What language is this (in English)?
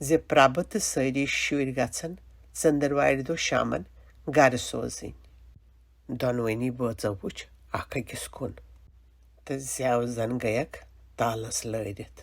Kashmiri